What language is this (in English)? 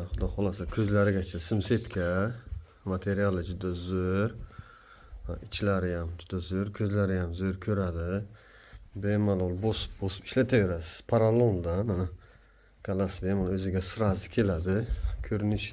Uzbek